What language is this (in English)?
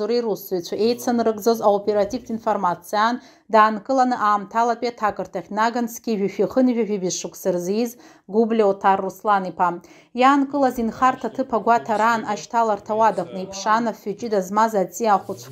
Abkhazian